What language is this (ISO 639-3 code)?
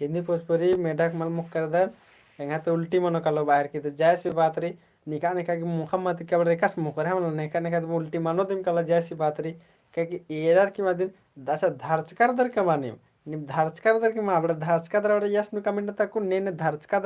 kru